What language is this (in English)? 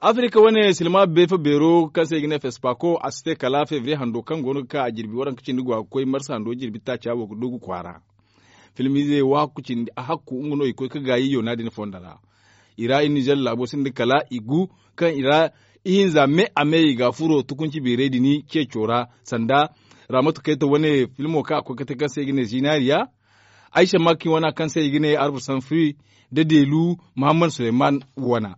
Zarma